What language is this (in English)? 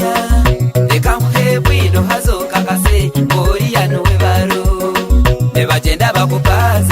Nyankole